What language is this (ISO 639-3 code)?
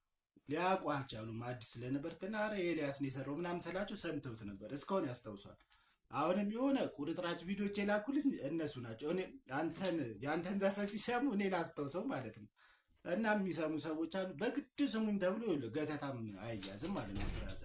amh